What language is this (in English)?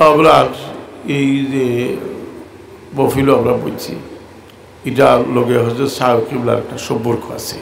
Sylheti